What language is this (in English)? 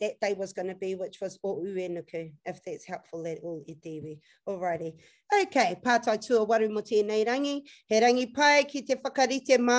Māori